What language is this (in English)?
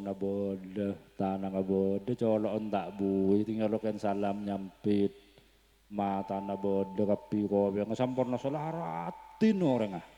Madurese